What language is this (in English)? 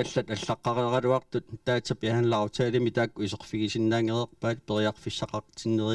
Kalaallisut